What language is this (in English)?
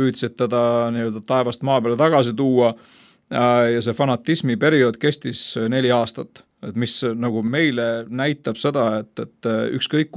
Estonian